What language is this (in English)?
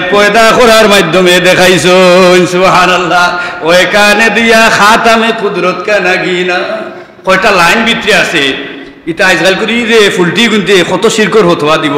Sylheti